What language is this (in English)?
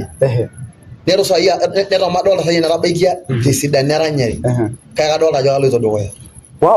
Masai